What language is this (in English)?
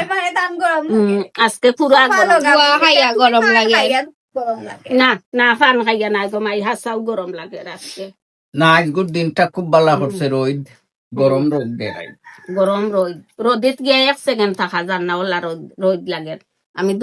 Sylheti